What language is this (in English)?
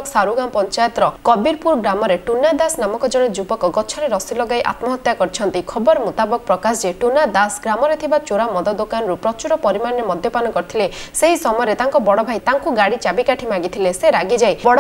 Odia